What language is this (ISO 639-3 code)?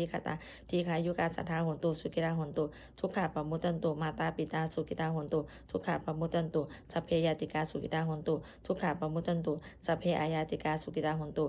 pli